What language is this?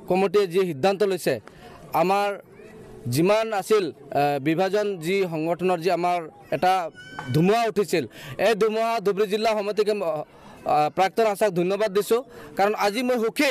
Assamese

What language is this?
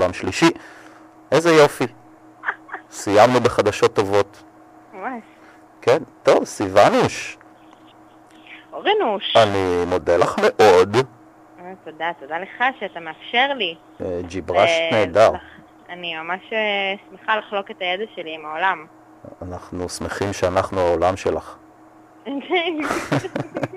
Hebrew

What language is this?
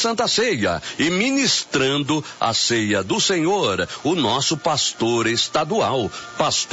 Portuguese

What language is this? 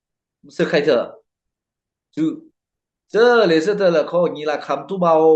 Mara Chin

